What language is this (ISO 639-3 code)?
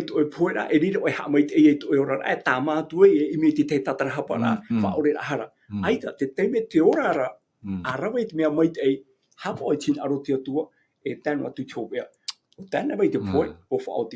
tah